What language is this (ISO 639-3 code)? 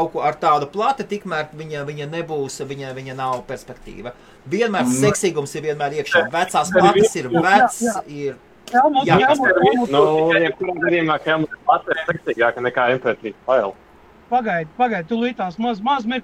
lav